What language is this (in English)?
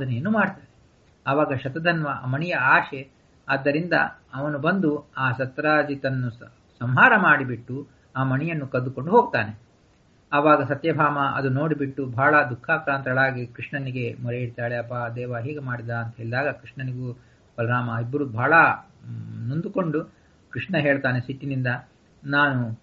Kannada